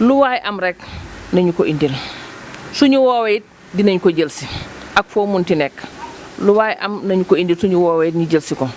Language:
Wolof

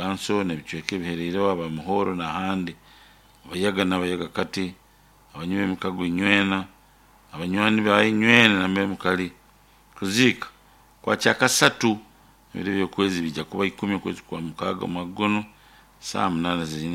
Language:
Nyoro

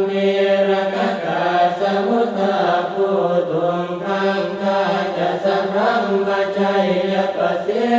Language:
Pali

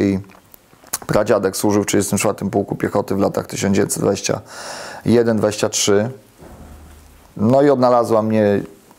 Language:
Polish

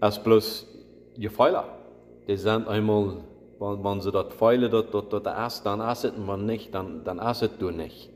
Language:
Plautdietsch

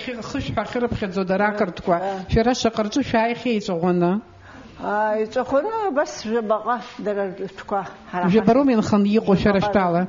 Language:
Abkhazian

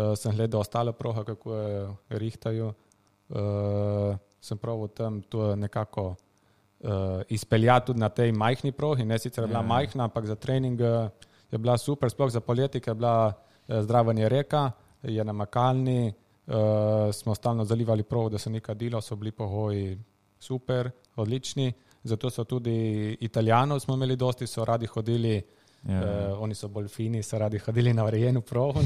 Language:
Slovenian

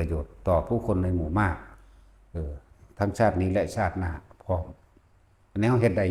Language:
Northeastern Thai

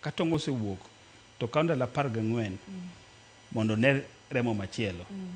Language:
Luo (Kenya and Tanzania)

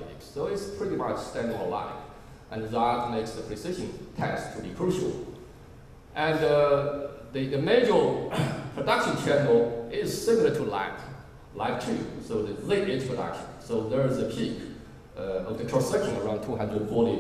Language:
English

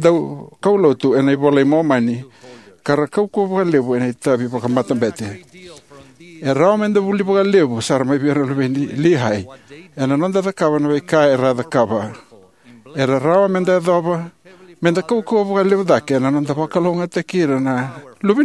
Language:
Fijian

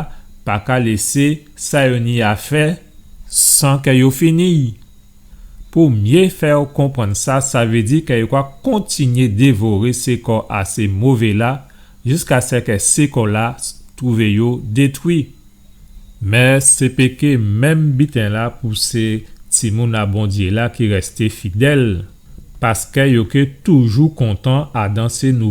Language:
Guadeloupean Creole French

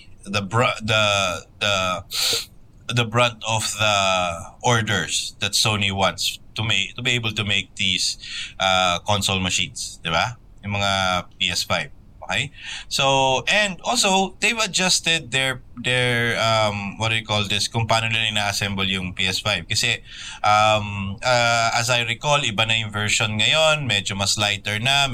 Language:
Filipino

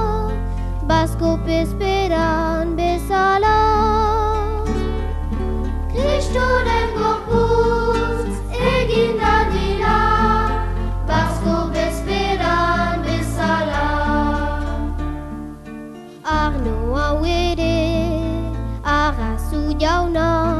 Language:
Basque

